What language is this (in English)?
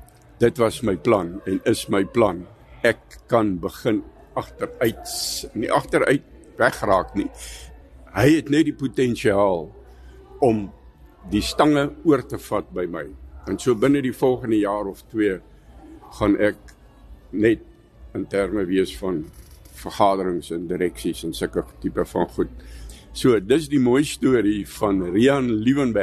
Afrikaans